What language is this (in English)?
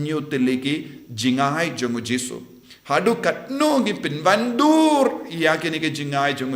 Khasi